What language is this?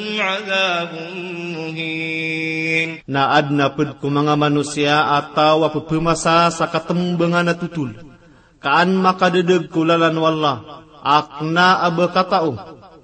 Maranao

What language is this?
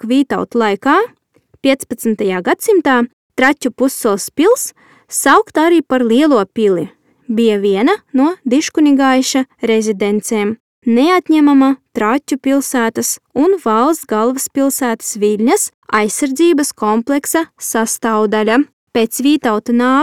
Latvian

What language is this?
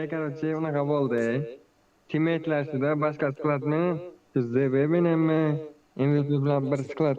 Kara-Kalpak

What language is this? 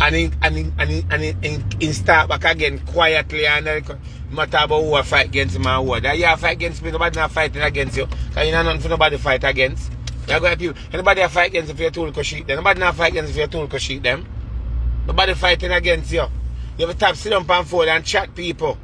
Jamaican Creole English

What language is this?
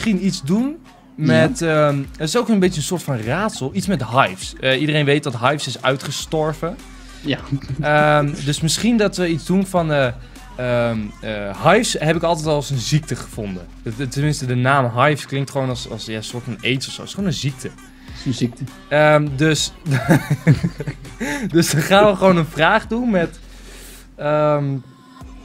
Dutch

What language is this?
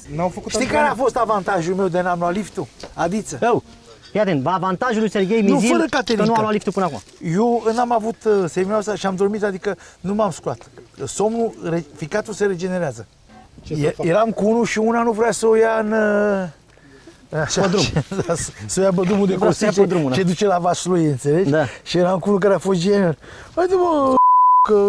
Romanian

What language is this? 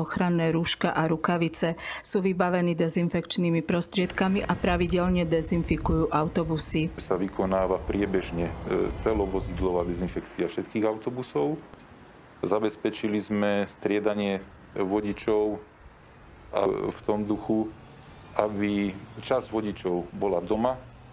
Slovak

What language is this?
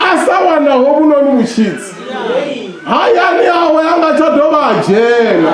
Venda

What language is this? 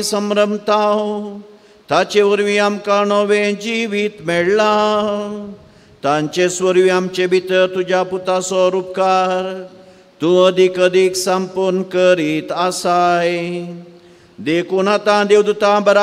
Konkani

